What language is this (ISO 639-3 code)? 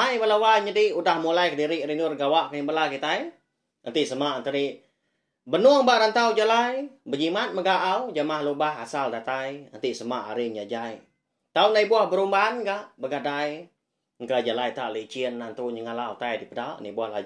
iba